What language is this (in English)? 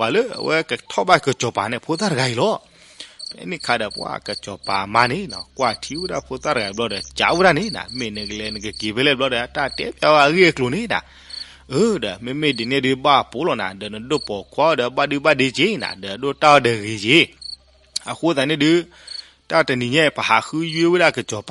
S'gaw Karen